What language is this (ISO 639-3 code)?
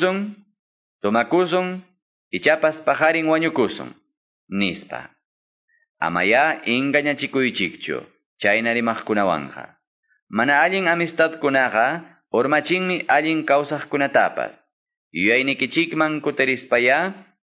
que